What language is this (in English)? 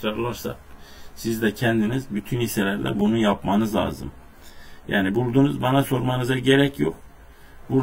Turkish